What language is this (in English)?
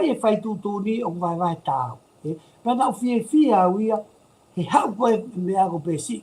Tongan